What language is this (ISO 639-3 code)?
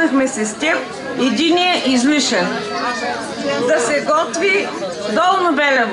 bul